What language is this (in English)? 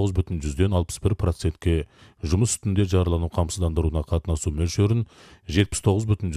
Kazakh